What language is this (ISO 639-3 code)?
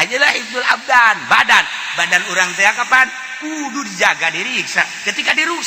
sun